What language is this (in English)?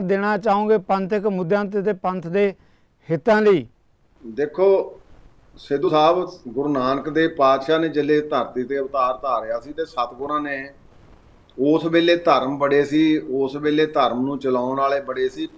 Punjabi